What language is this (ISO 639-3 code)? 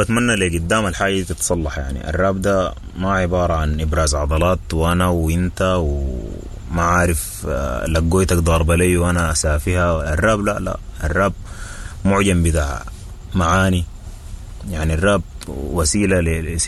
apd